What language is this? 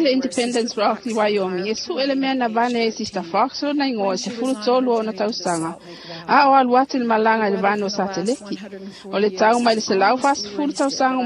Samoan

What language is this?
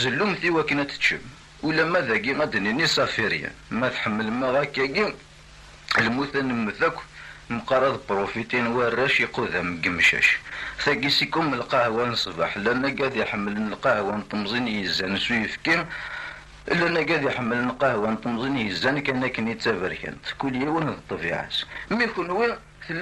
Kabyle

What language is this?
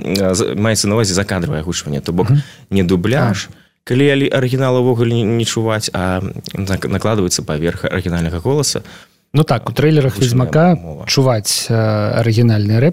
Belarusian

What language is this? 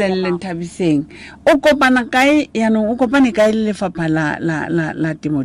Tswana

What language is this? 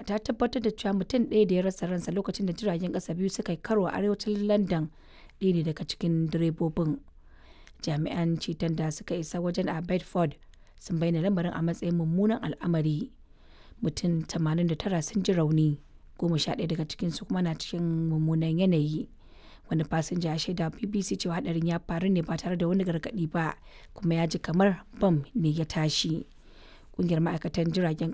Hausa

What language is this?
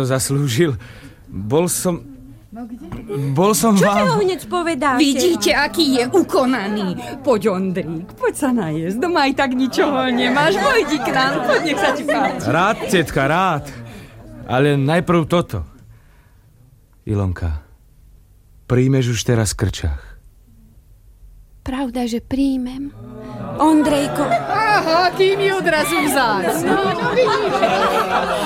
Slovak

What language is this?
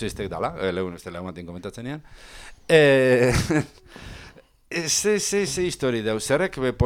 Basque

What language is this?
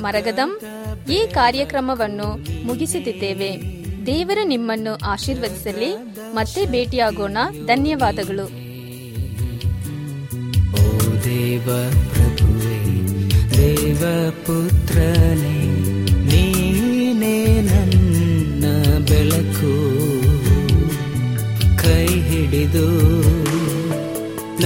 Kannada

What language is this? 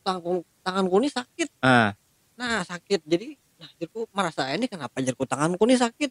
Banjar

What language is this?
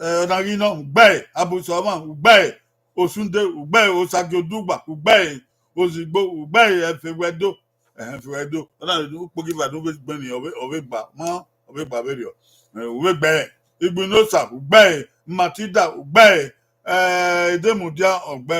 Bini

